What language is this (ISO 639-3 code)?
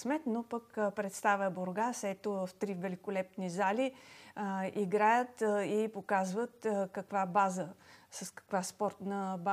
bul